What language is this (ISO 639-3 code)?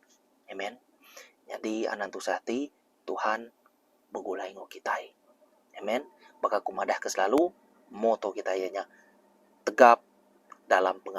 iba